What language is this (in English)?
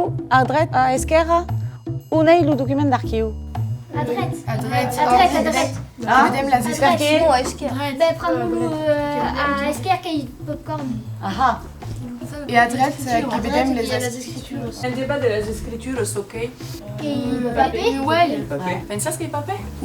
Occitan